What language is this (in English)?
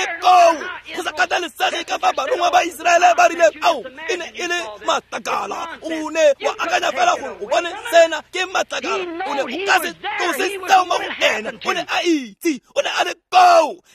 Tswana